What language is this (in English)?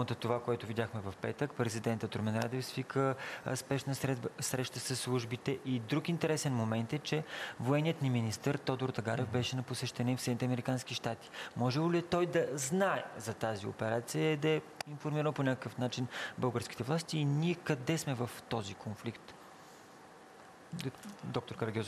Bulgarian